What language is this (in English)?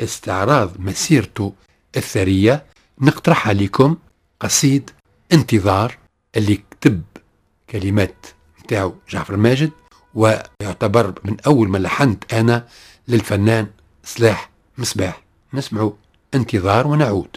Tunisian Arabic